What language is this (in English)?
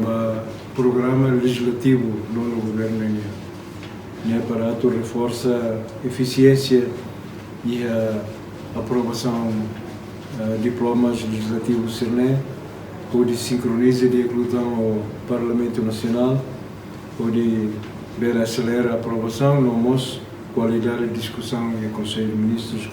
Tetum